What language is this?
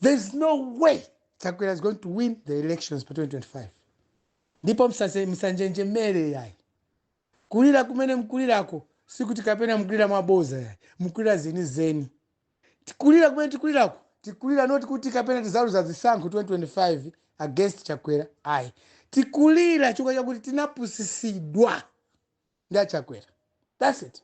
Nyanja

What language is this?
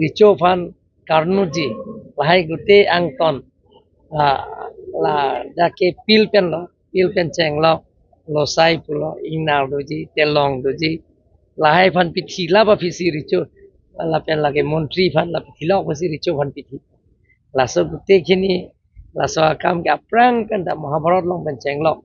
Karbi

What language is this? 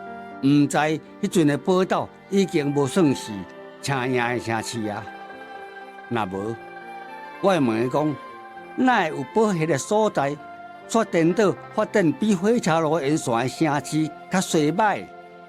Min Nan Chinese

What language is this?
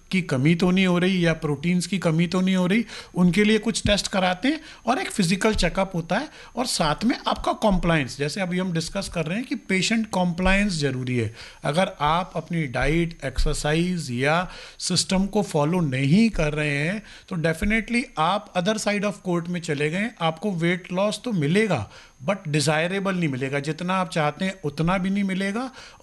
Hindi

